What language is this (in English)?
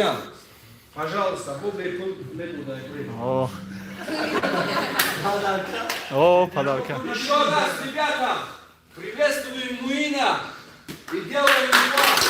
Tajik